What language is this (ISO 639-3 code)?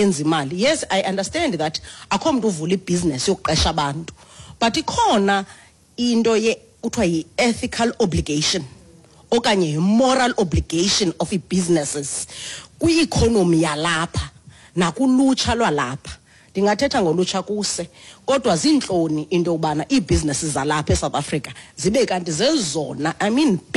xho